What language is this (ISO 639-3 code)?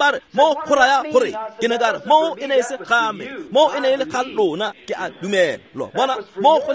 tsn